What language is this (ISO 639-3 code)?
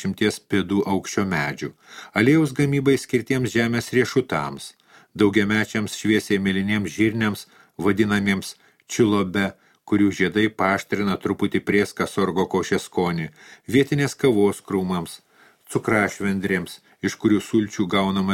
lit